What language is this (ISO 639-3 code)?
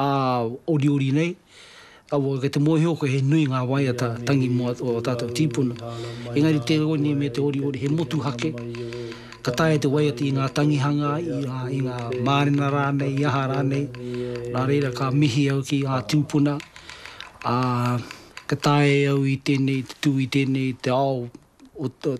mri